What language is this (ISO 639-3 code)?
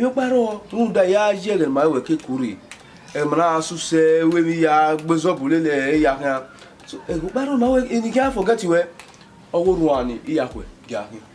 bin